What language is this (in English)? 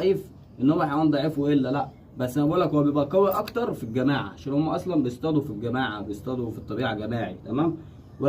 Egyptian Arabic